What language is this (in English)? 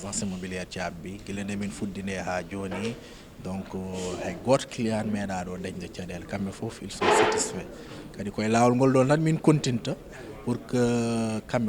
Fula